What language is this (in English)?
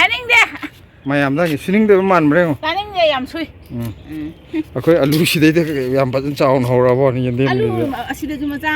Manipuri